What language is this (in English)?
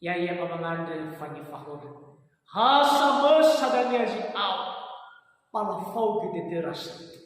Nias